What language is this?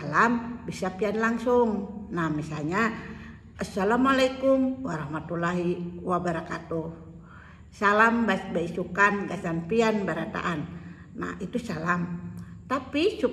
Banjar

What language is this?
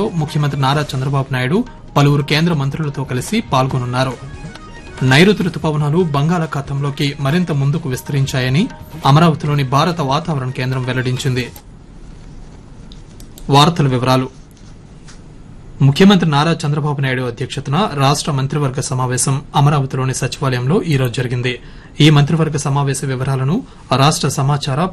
Telugu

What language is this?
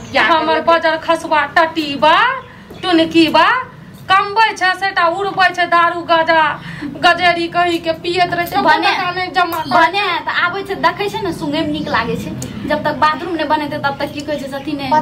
Maithili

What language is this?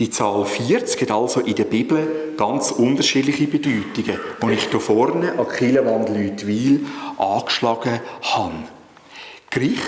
Swiss German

